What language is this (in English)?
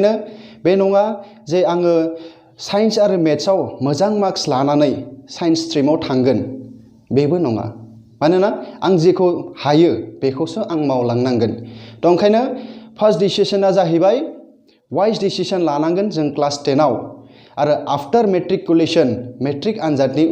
Bodo